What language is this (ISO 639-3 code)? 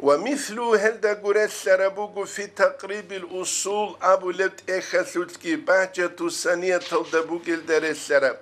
ava